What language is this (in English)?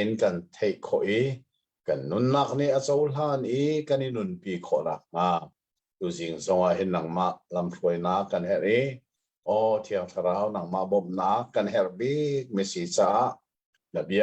Hakha Chin